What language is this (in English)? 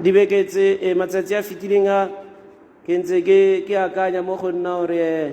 Tswana